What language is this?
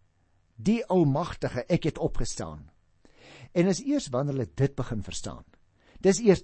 Afrikaans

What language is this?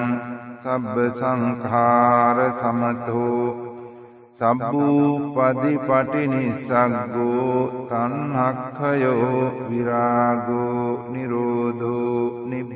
Pali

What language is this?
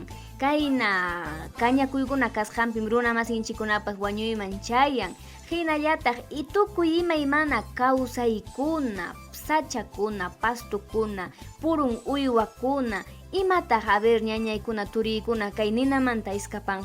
Ayacucho Quechua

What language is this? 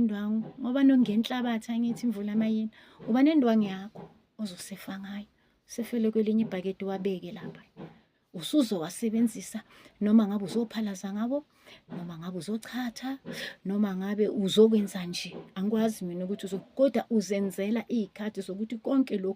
Zulu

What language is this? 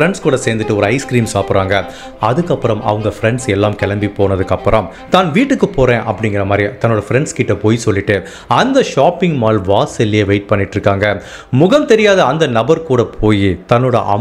Tamil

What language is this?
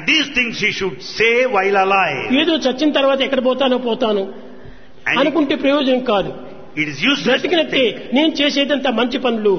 Telugu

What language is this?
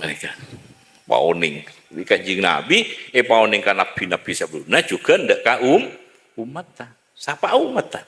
Madurese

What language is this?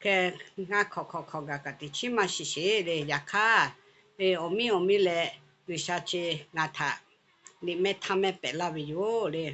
Lahu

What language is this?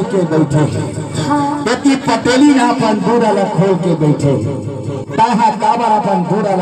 Chhattisgarhi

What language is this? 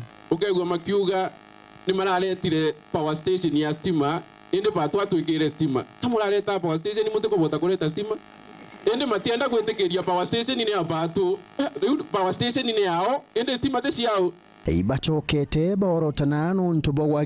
Meru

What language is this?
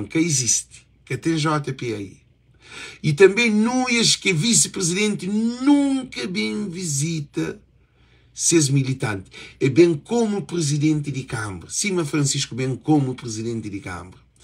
Kabuverdianu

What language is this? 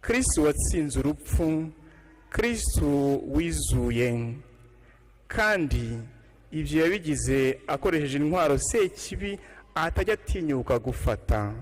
Kinyarwanda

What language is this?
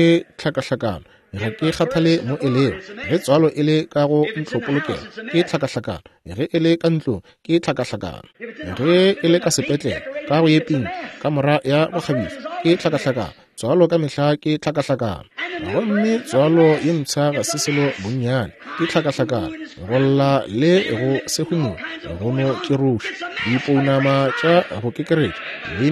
Northern Sotho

